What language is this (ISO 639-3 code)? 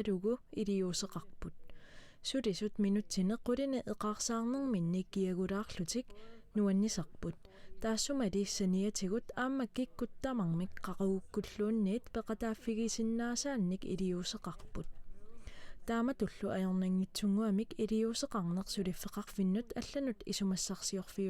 kal